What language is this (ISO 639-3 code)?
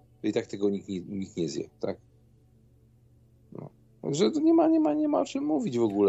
pol